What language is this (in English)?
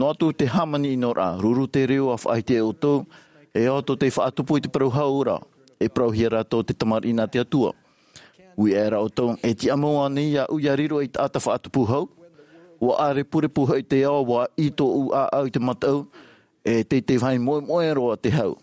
Tahitian